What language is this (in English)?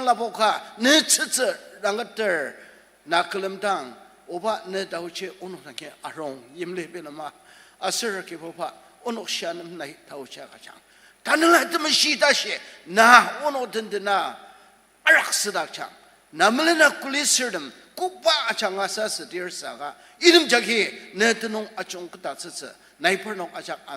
Ao Naga